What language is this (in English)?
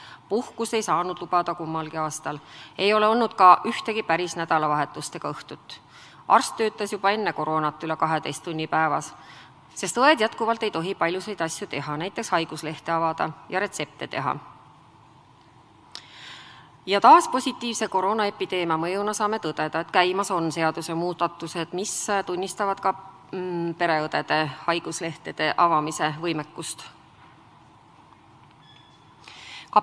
Estonian